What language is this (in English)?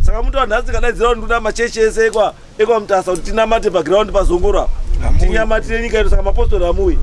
Shona